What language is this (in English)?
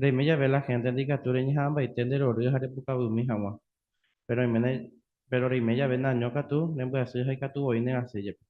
Guarani